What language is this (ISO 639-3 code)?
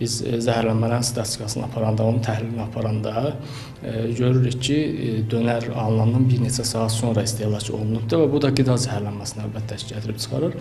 aze